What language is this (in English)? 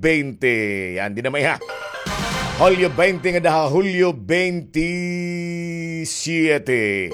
Waray